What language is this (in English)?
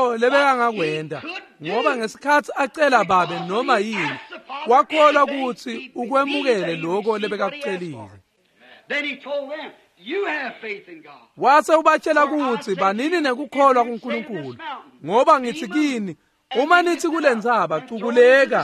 Swati